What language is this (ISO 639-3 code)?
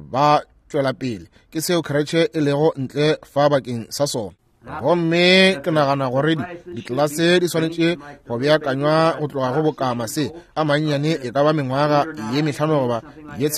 nso